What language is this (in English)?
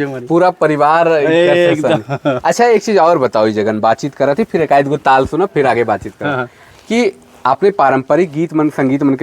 Sadri